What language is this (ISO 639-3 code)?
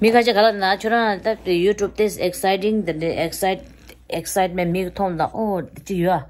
bod